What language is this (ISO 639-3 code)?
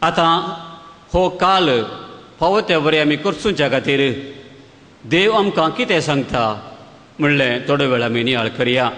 kok